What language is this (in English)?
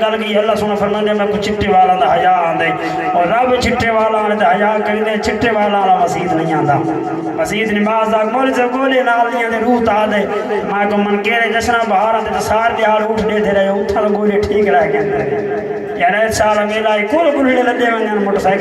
Saraiki